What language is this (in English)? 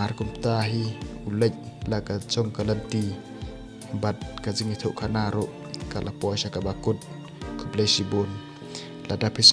Khasi